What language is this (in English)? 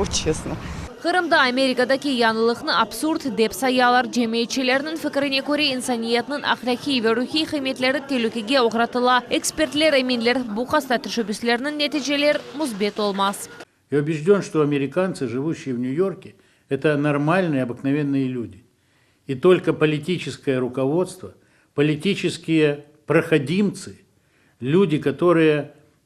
Crimean Tatar